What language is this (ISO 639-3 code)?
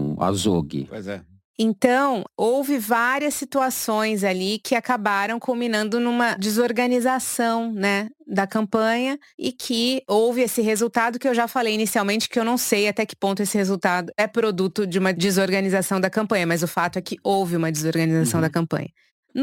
por